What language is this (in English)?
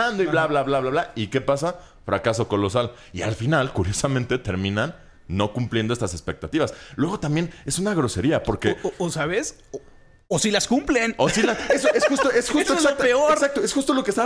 Spanish